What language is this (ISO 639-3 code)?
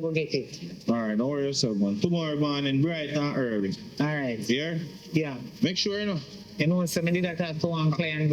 jam